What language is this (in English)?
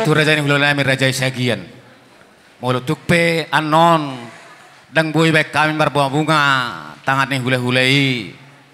Batak Toba